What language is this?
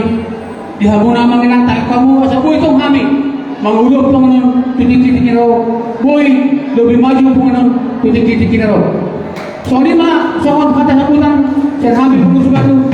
Batak Toba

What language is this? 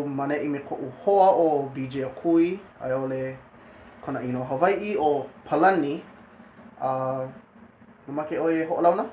Hawaiian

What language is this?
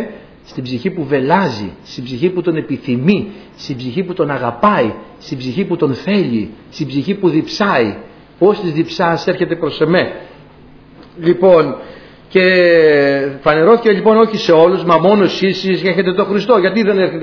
Greek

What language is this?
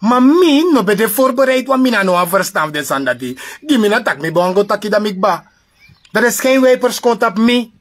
Sranan Tongo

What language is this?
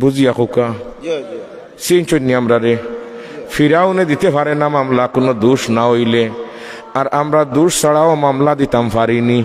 Sylheti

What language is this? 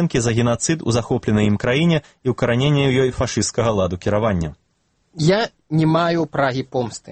Belarusian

